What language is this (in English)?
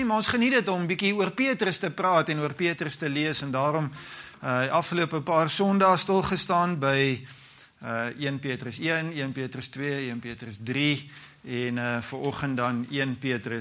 Afrikaans